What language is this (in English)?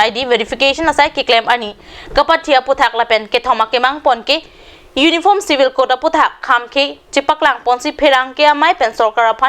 Karbi